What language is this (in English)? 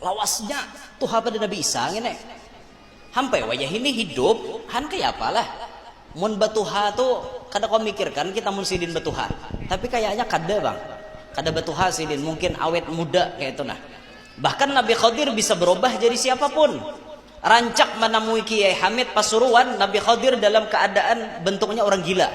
Banjar